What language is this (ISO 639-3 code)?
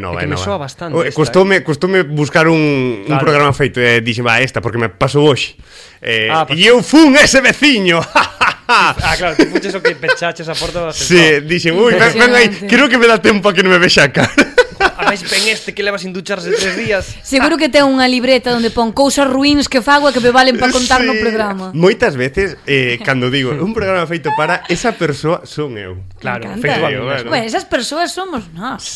glg